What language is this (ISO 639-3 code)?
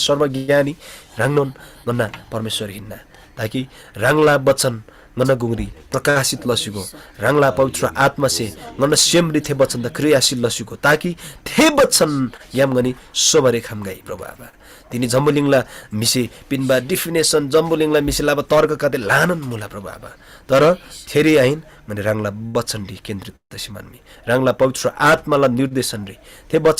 taj